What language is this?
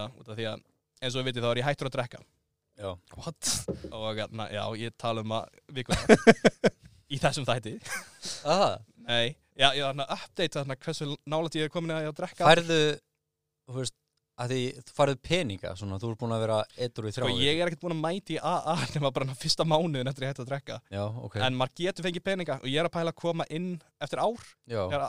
Icelandic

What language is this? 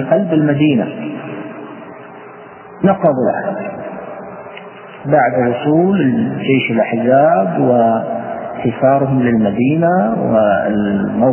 Arabic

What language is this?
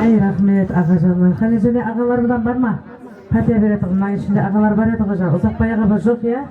Kara-Kalpak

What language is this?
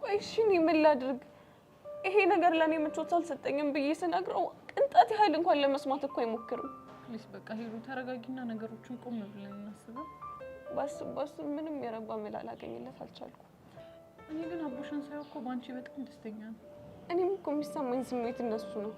Amharic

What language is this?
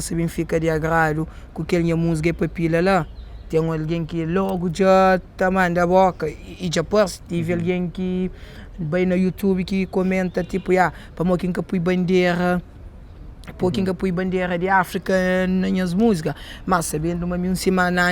Kabuverdianu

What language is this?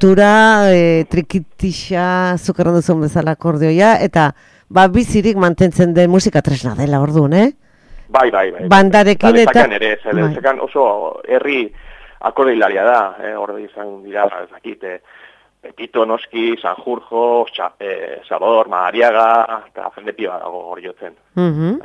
Basque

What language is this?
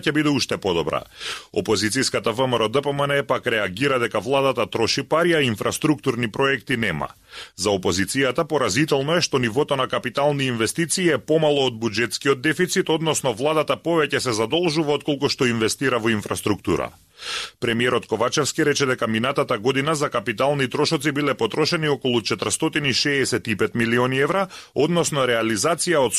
Macedonian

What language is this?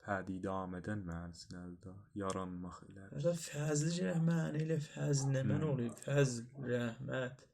South Azerbaijani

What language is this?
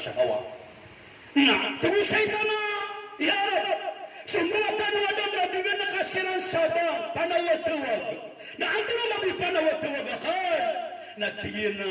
Maranao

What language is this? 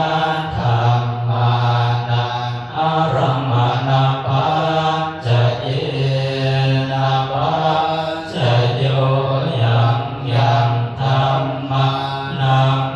Pali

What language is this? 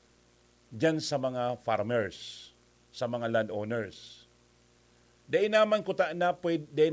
Bikol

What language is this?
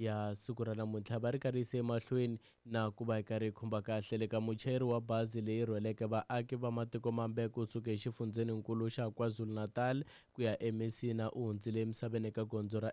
Tsonga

